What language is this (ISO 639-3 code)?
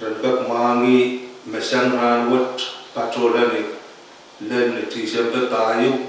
pon